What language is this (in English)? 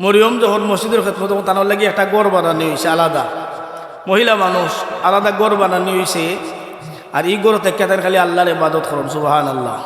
Sylheti